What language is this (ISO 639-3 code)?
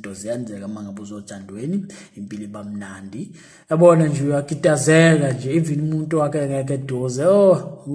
zul